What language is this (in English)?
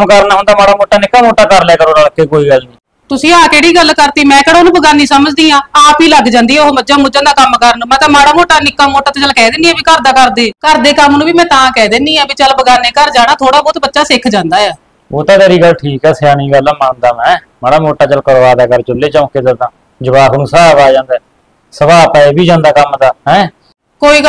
Punjabi